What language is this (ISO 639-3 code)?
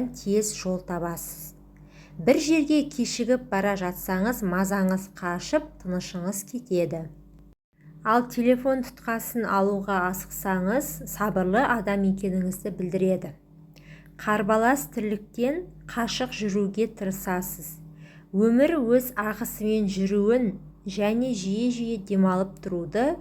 kaz